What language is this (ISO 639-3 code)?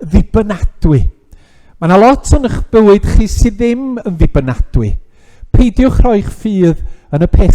cym